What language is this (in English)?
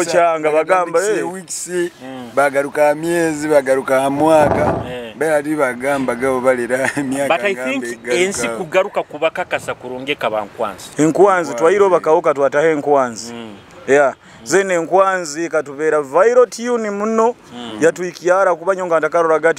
Nyoro